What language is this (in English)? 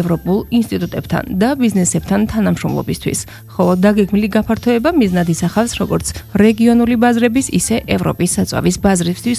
Georgian